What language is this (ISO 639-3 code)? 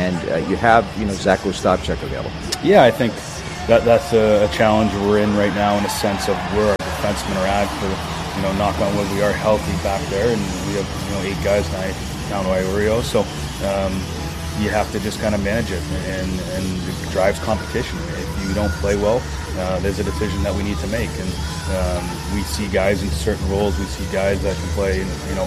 eng